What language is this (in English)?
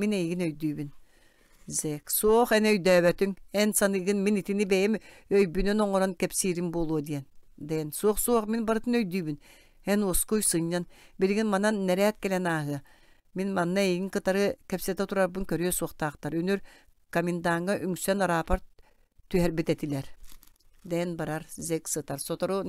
Yakut